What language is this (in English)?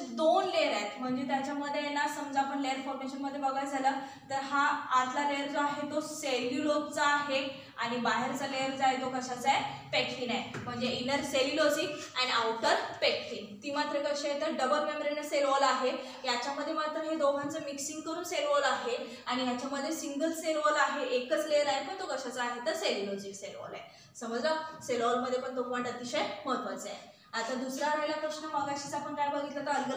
Marathi